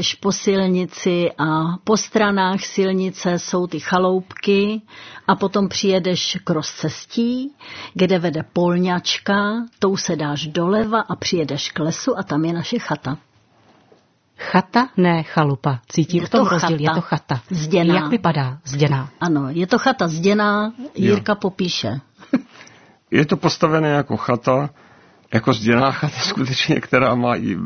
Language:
Czech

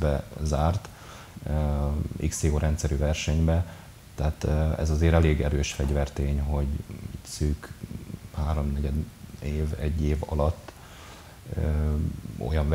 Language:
Hungarian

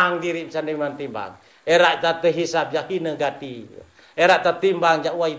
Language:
Sasak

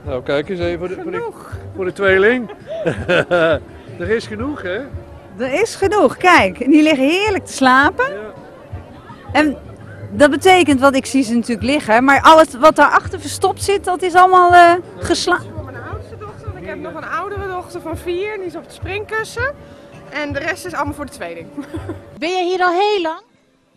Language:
Dutch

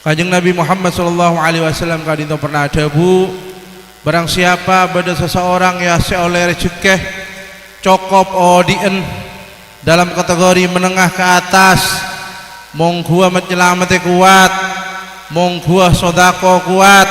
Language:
Madurese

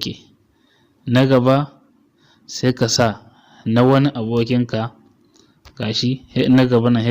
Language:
Hausa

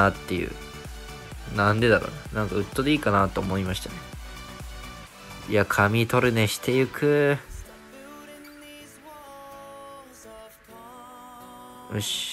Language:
Japanese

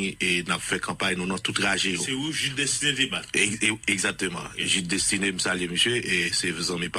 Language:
Haitian Creole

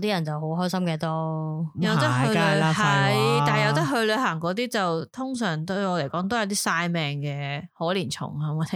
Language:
Cantonese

